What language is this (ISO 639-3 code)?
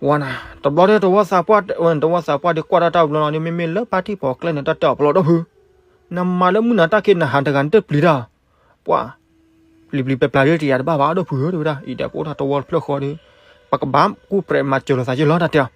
ksw